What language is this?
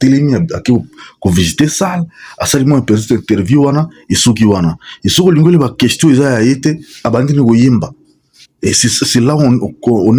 Lingala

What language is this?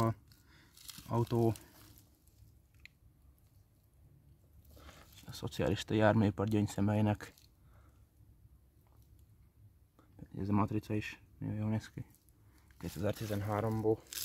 Hungarian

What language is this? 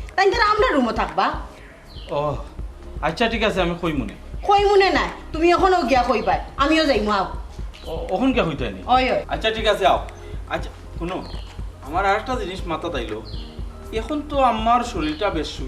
Sylheti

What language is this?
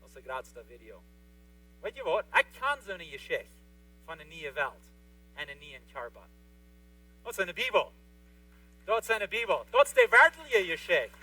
Plautdietsch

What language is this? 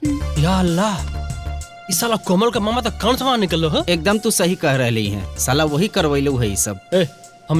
Magahi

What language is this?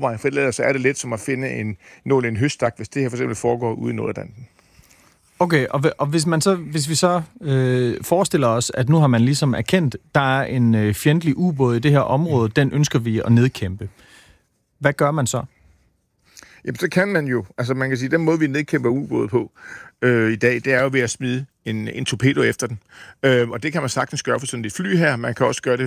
Danish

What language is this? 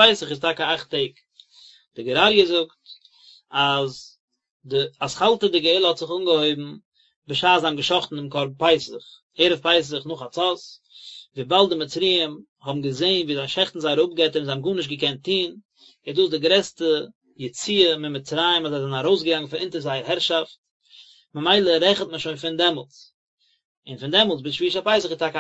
Yiddish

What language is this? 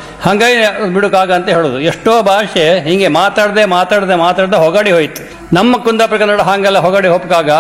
Kannada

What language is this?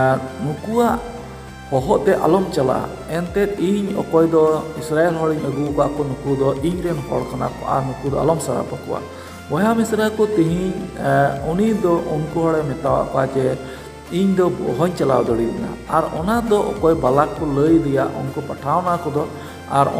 Santali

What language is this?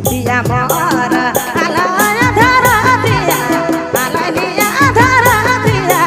Sadri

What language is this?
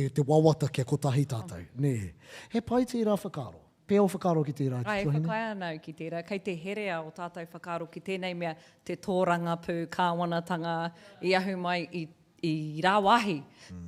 Māori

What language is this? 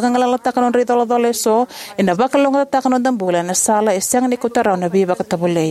Fijian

